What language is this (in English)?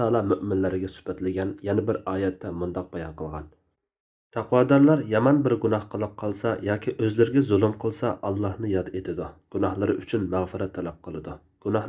Uyghur